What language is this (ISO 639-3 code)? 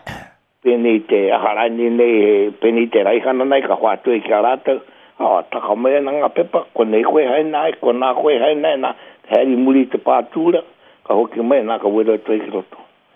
mri